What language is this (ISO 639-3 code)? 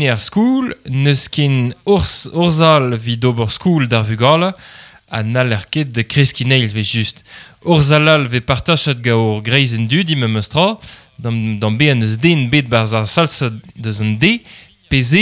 bre